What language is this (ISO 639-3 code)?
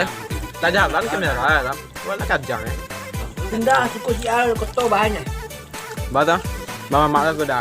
min